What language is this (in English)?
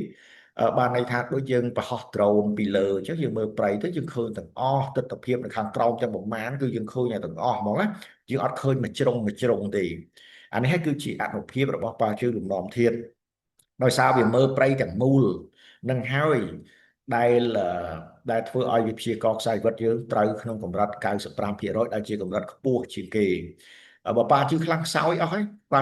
Khmer